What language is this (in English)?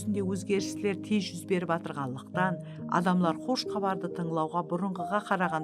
Kara-Kalpak